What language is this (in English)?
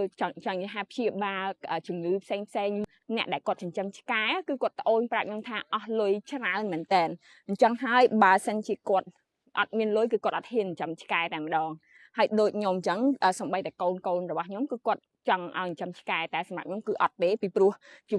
Khmer